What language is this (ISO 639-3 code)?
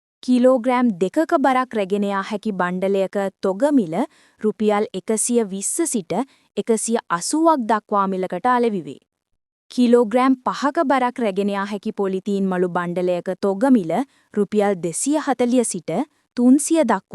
sin